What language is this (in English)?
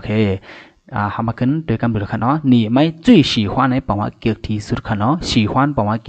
Shan